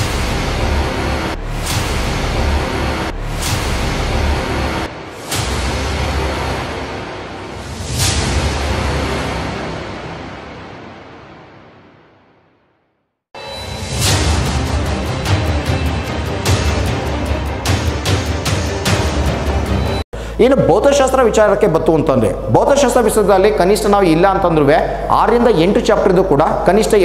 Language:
Kannada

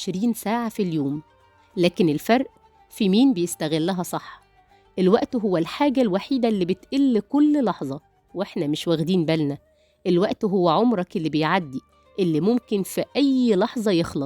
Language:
Egyptian Arabic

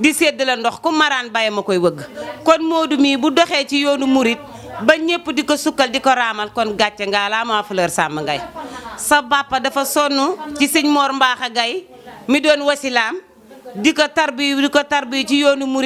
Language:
Wolof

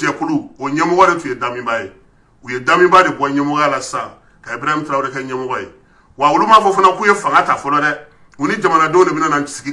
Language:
Bambara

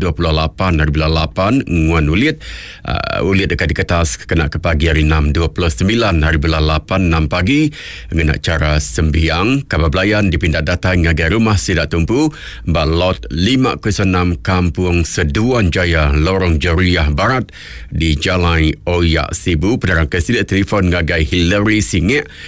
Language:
Iban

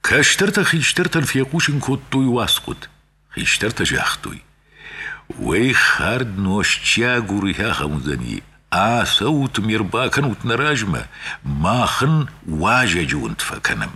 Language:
Ossetic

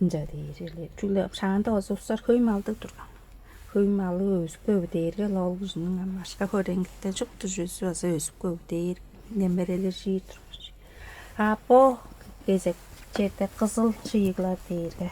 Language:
Tuvinian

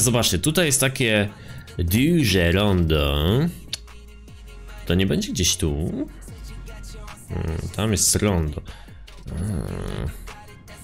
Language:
Polish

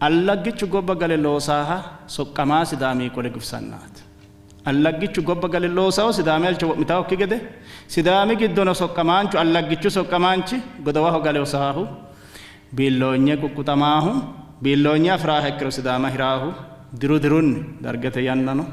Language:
Sidamo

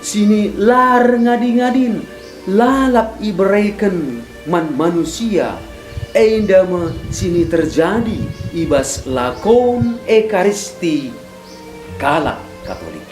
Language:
Batak Karo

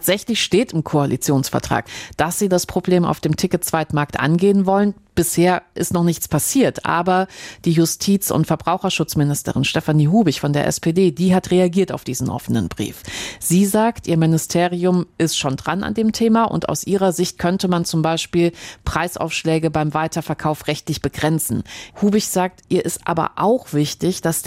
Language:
German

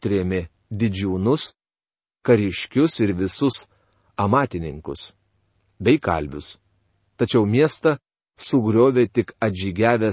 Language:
Lithuanian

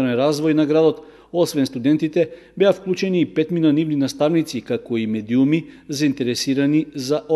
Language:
Macedonian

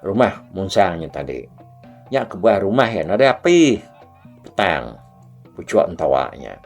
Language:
Iban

